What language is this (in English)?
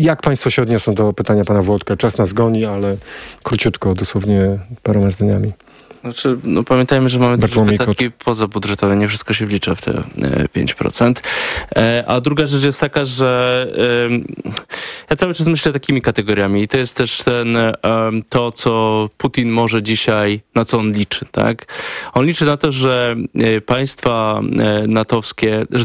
Polish